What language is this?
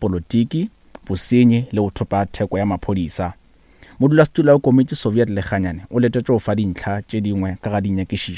Northern Sotho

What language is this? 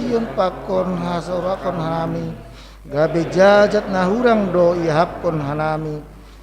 Batak Simalungun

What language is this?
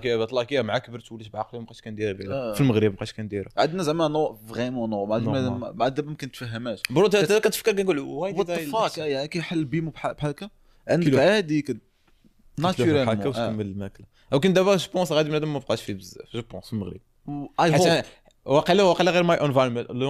Moroccan Arabic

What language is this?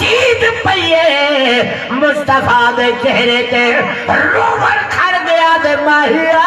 Saraiki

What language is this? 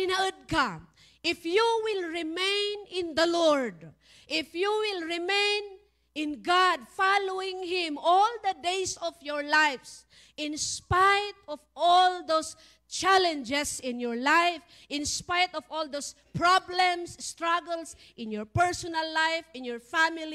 Iloko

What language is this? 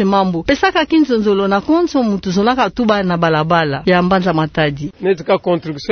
Kituba (Democratic Republic of Congo)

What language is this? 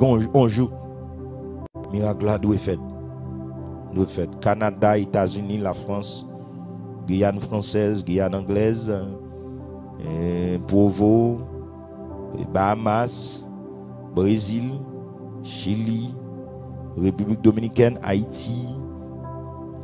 French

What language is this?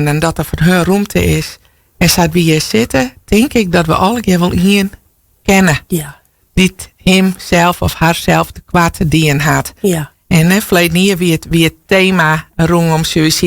Western Frisian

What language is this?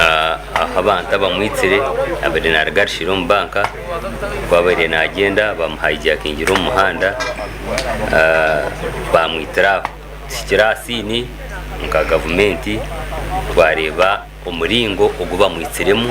Nyankole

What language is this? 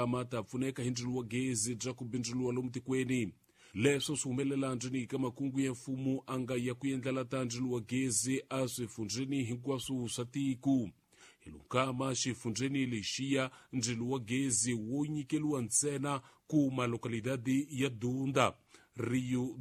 Tsonga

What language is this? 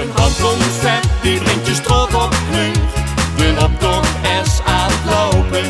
Limburgish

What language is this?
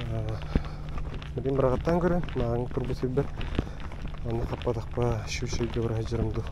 Yakut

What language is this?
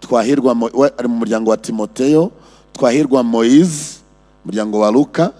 Kinyarwanda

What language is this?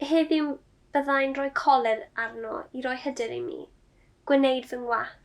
Welsh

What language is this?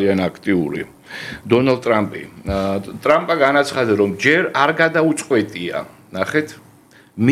Georgian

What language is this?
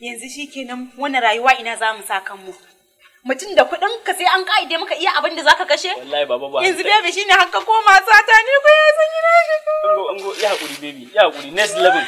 Hausa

